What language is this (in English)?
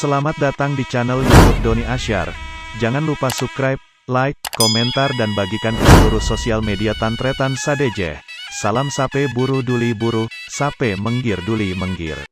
Madurese